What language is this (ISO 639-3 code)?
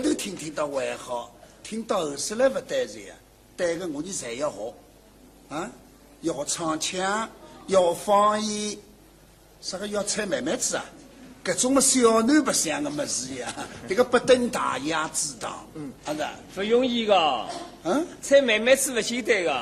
wuu